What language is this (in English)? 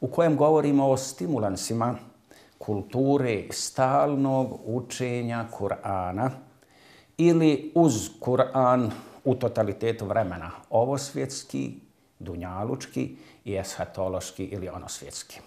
Bosnian